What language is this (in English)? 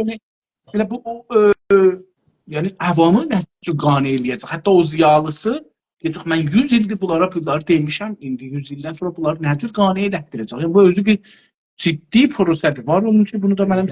South Azerbaijani